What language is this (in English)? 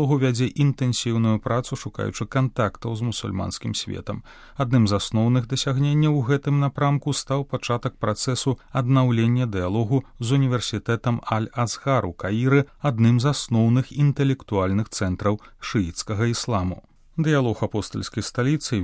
Belarusian